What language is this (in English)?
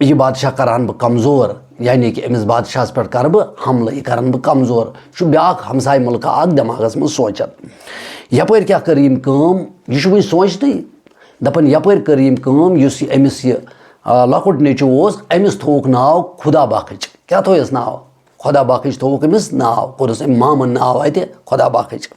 Kashmiri